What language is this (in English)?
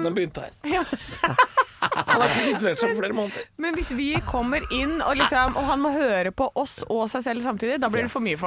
Norwegian